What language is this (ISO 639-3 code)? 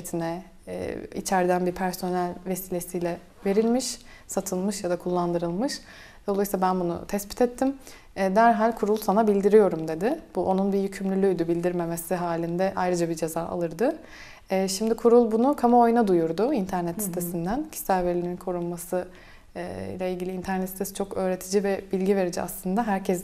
tur